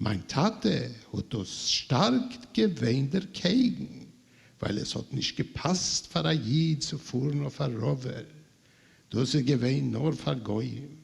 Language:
Yiddish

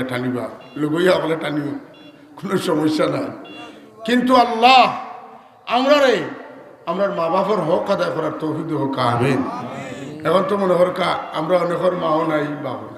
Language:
Sylheti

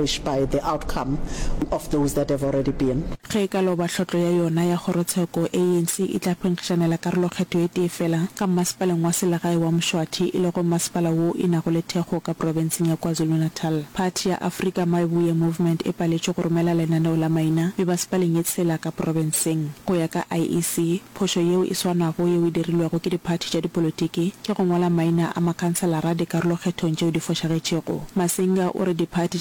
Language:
Northern Sotho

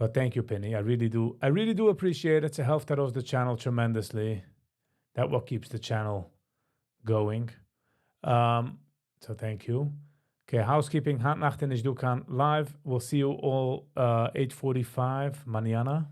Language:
Yiddish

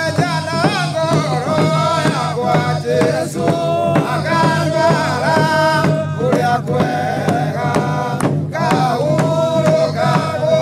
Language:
Kikuyu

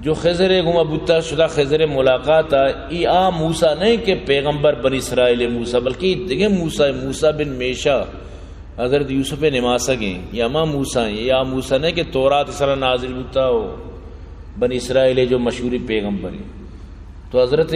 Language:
Baluchi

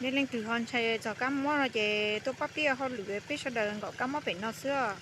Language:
Hmong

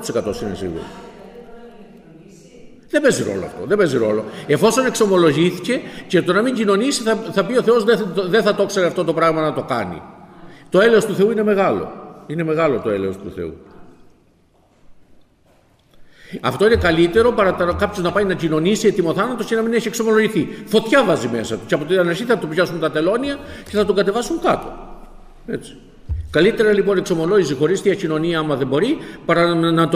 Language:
Greek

